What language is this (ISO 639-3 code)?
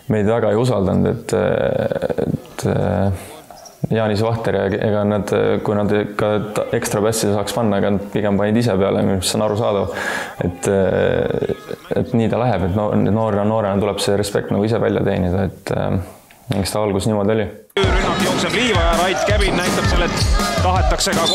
est